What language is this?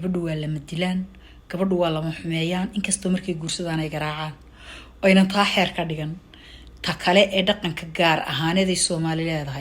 Somali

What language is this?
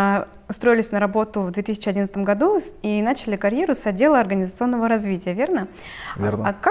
Russian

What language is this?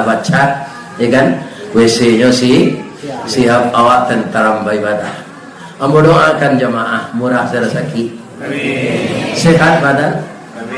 Minangkabau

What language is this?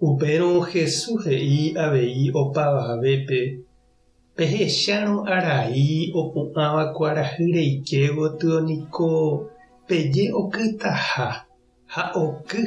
Guarani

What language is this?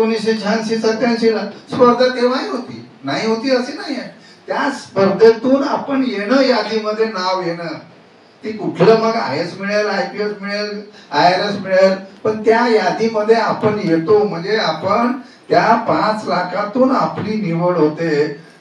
Marathi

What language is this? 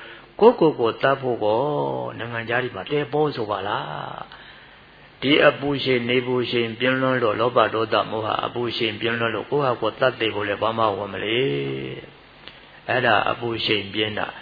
Burmese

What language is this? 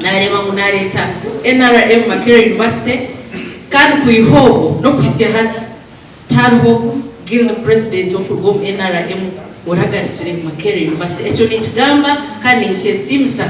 Nyankole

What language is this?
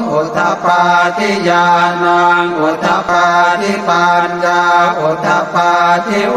Pali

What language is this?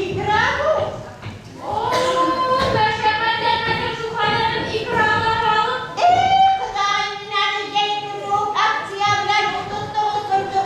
Bashkir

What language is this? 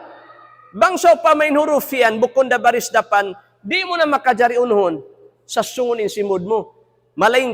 Tausug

